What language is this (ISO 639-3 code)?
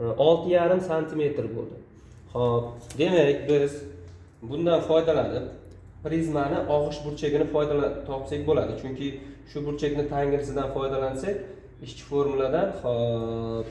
uzb